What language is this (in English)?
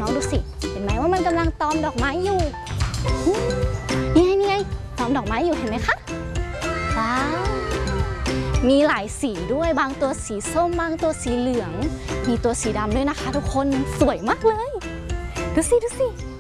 Thai